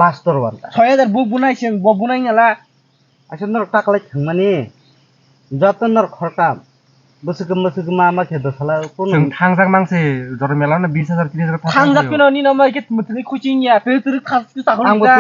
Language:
Kok Borok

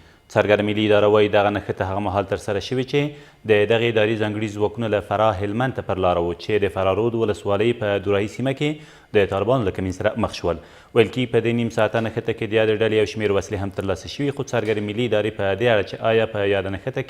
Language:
Pashto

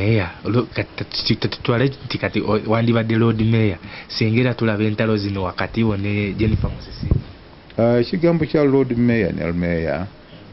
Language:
Ganda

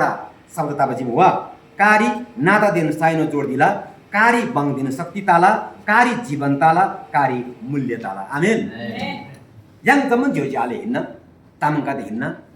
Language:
Eastern Tamang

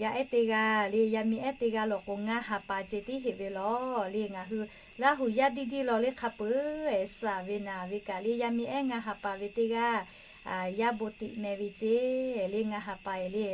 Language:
Lahu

